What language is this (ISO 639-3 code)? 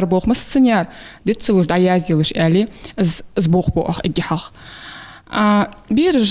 inh